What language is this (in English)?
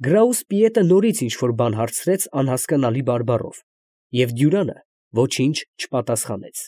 Armenian